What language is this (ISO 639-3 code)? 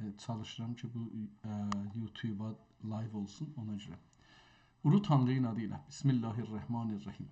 azb